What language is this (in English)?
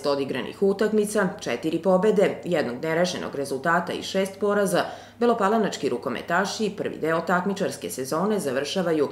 Serbian